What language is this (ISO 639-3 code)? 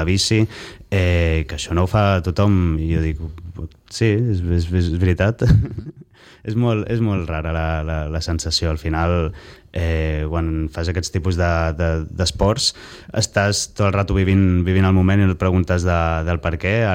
cat